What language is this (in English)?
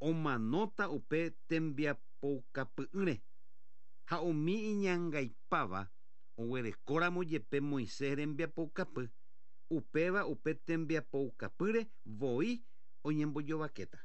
Guarani